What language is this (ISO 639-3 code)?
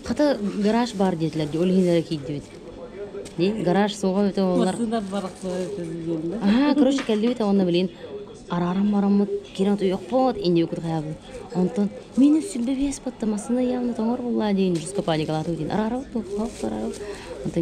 sah